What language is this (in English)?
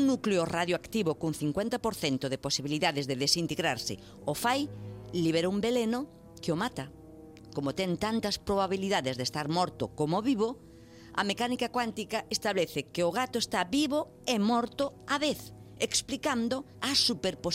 Galician